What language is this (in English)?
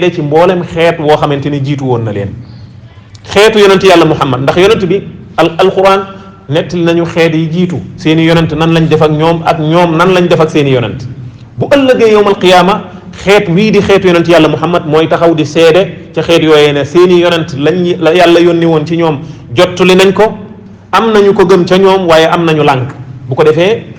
Wolof